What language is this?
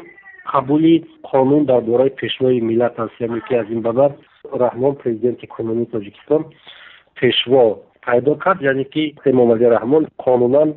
Tajik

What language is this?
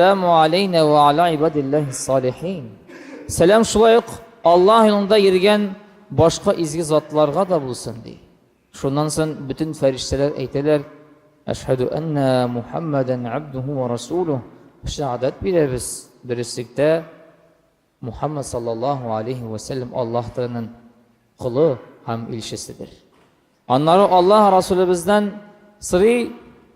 Tatar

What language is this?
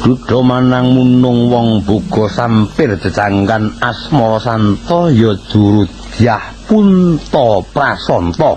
Javanese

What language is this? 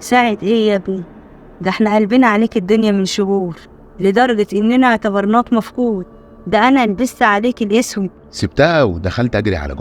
Egyptian Arabic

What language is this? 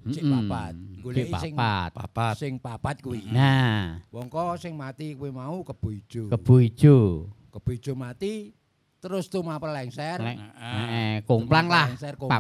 Javanese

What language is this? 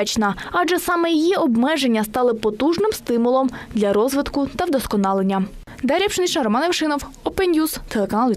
Ukrainian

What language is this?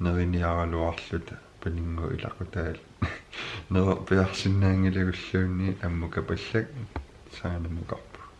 Kalaallisut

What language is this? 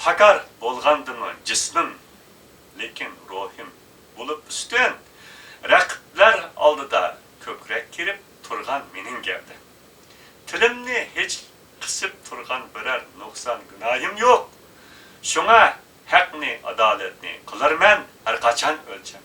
Uyghur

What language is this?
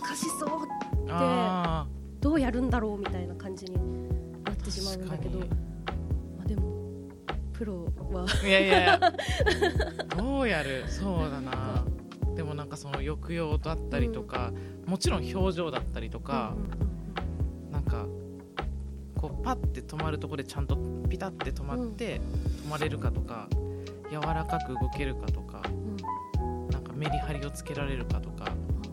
Japanese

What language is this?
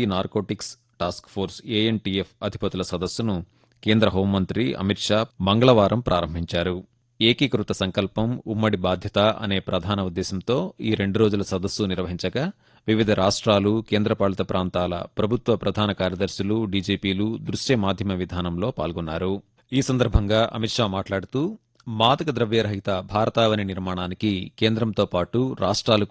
Telugu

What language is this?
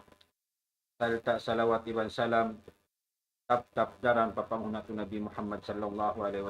Tausug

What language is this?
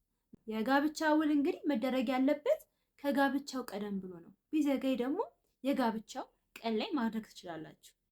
Amharic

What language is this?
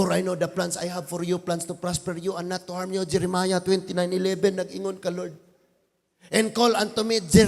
Cebuano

